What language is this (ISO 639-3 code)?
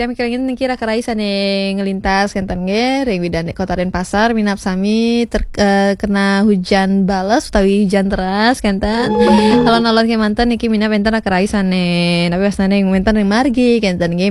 ban